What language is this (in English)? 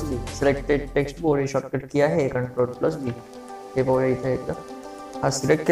Marathi